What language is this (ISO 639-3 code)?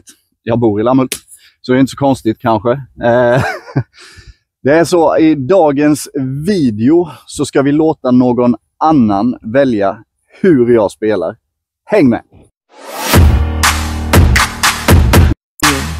swe